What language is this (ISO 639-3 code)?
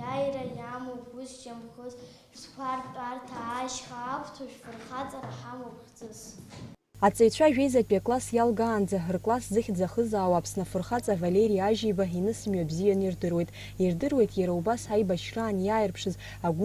abk